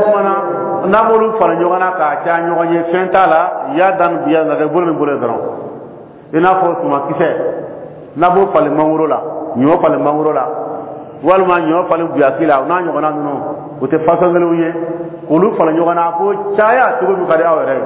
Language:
Dyula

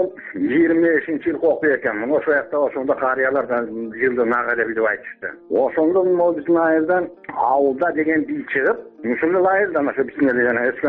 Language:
Kyrgyz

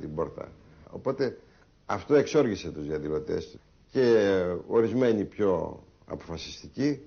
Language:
Greek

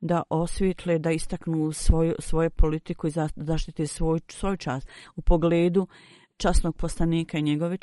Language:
Bosnian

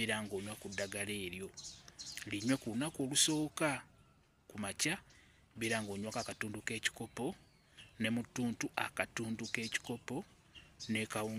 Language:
Ganda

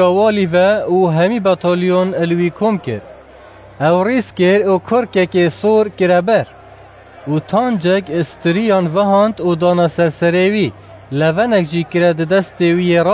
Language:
Kurdish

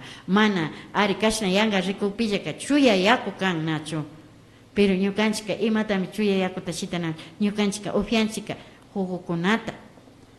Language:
Imbabura Highland Quichua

